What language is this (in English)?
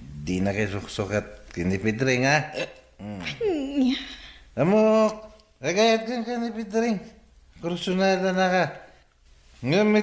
Iloko